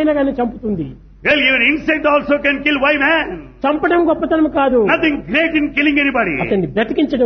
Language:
Telugu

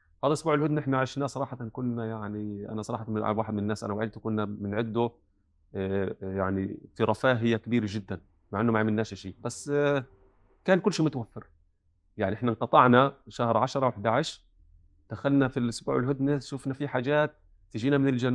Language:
North Levantine Arabic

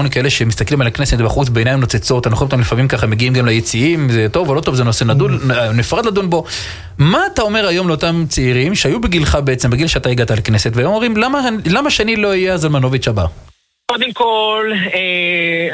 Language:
Hebrew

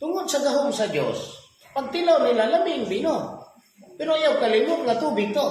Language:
Cebuano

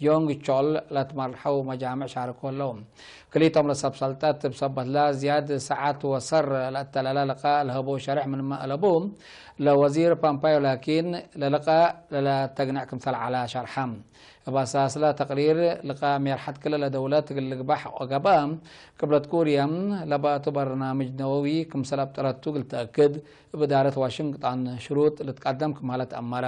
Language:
Tigre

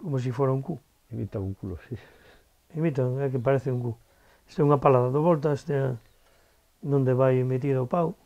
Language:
Galician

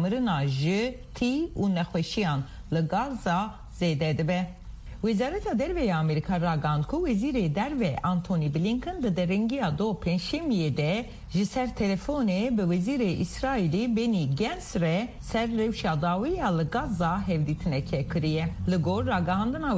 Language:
Kurdish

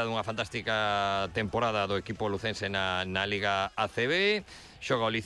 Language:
Galician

